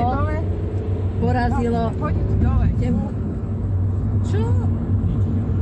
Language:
Slovak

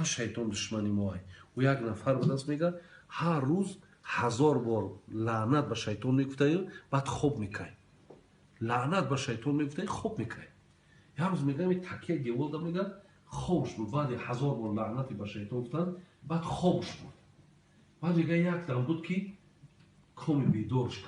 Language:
Tajik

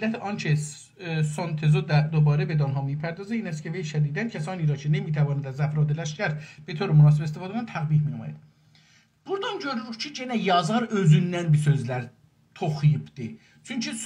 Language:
South Azerbaijani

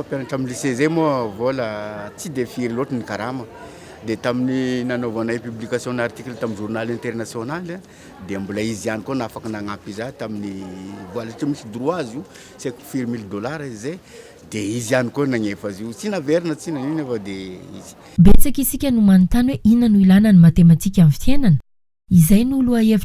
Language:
Malagasy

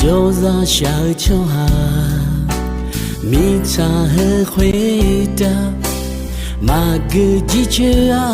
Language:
Akha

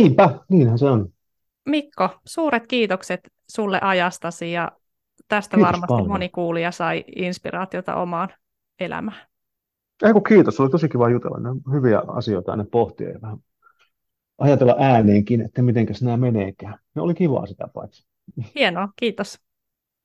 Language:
Finnish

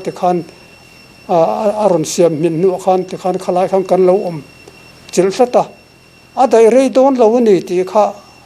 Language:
Mizo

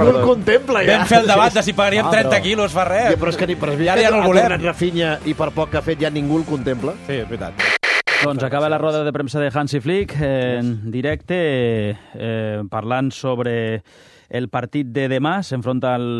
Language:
Catalan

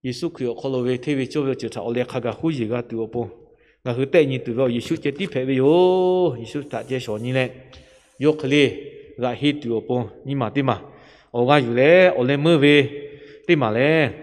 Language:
Lahu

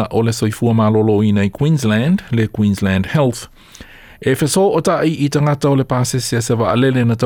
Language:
Samoan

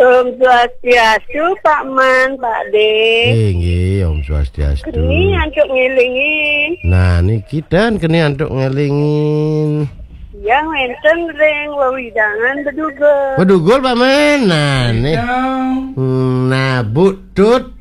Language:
Balinese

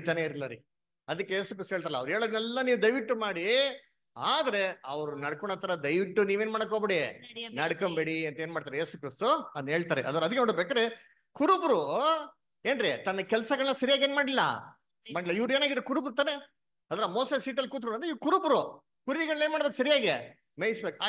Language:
Kannada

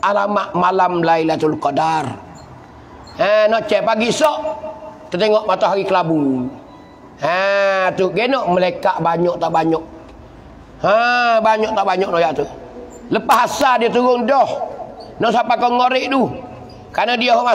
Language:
Pattani Malay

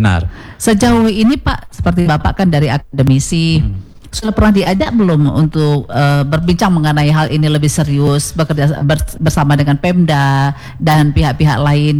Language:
Indonesian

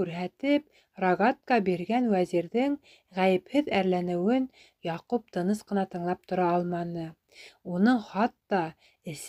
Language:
Bashkir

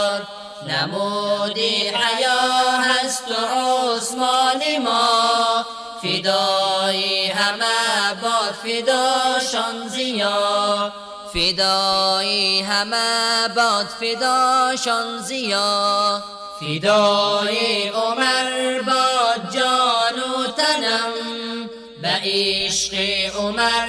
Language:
Persian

